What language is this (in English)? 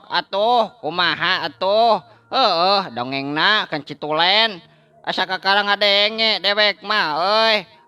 Sundanese